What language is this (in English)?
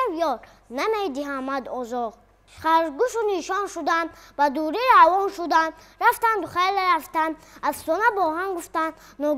Tajik